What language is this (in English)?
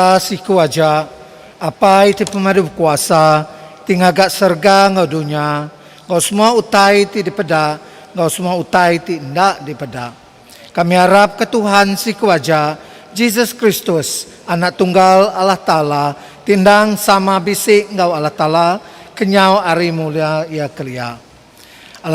Iban